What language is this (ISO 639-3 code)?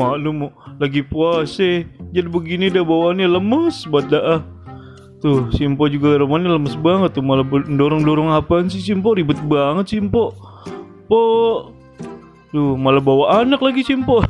bew